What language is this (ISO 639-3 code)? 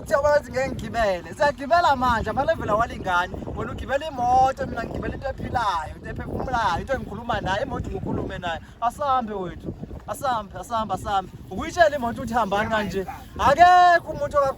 zul